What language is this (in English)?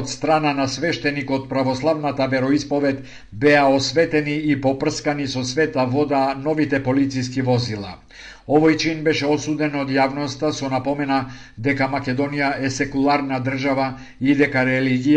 Macedonian